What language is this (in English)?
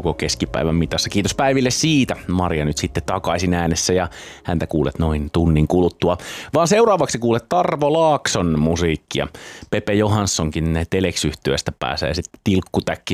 Finnish